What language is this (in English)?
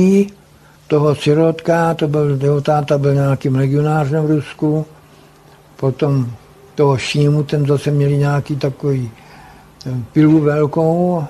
Czech